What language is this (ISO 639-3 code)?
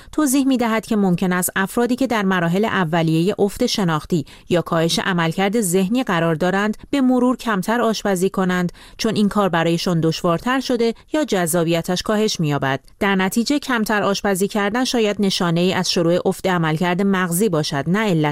fas